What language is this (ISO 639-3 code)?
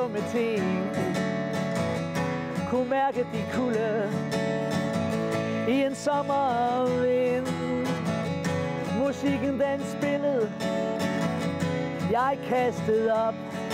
dan